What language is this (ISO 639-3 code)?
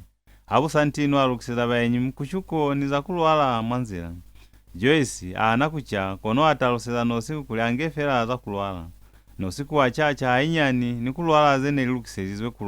loz